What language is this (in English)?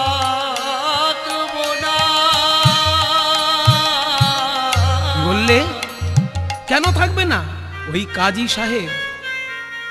Bangla